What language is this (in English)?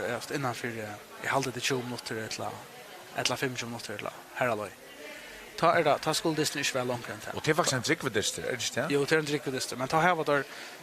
Faroese